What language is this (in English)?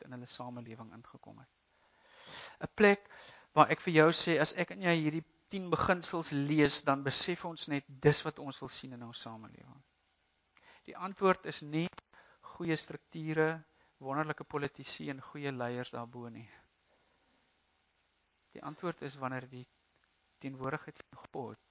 Afrikaans